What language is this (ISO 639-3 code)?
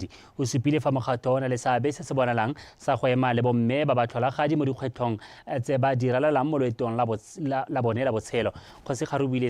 tsn